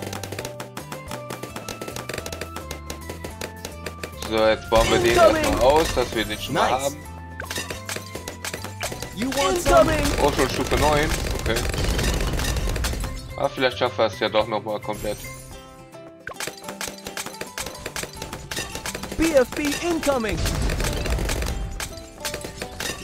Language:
German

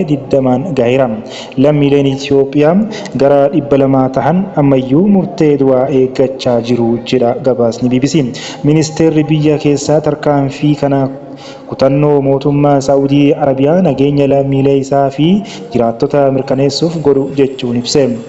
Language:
Oromo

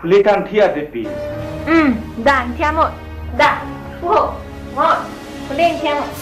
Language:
Karbi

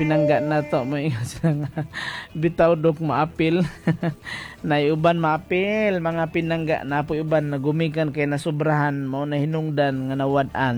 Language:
Cebuano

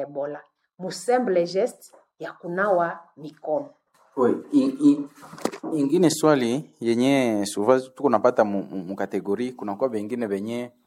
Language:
Swahili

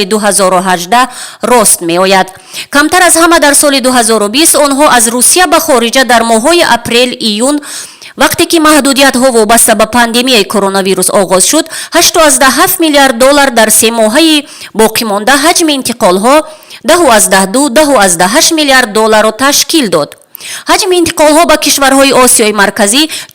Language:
Tajik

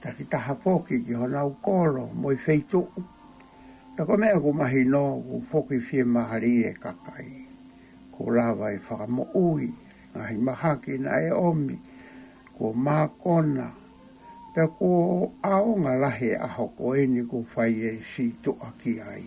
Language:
Tongan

